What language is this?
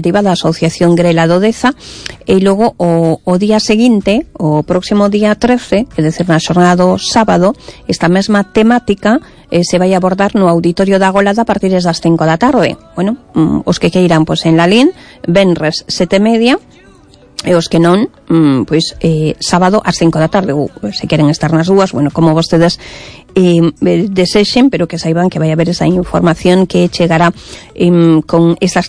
Galician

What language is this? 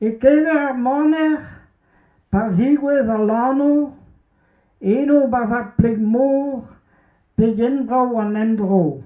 Breton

